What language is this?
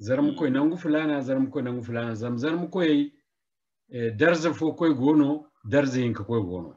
Zarma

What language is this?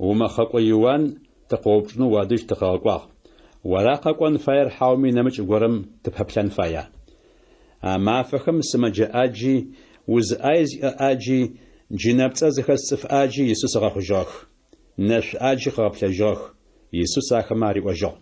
Adyghe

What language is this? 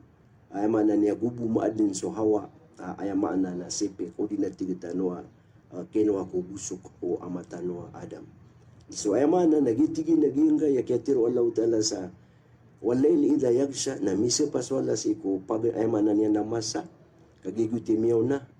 Maranao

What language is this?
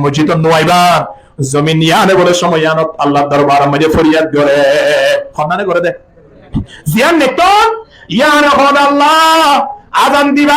Rohingya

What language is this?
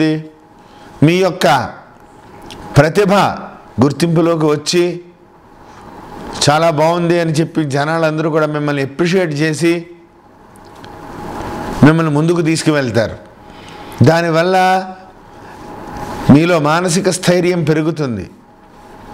Telugu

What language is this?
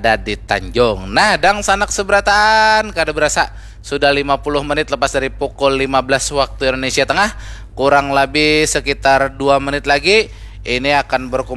Banjar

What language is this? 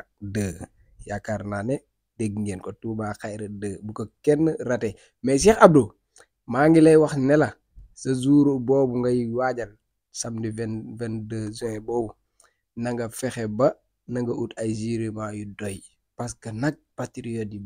Wolof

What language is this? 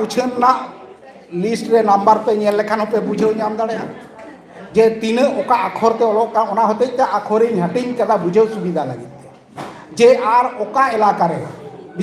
Santali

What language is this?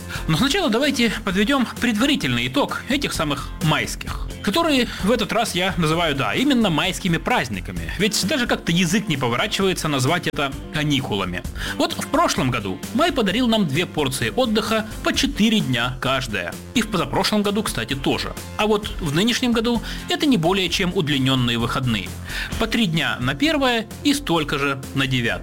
Russian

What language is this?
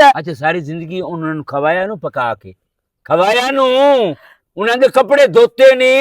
Western Panjabi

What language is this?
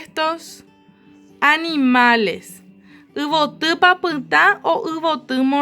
Guarani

